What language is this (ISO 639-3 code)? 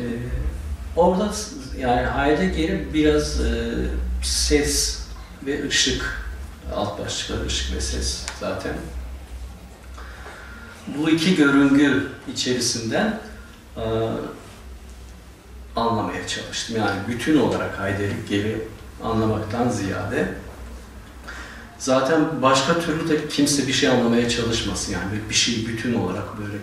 tur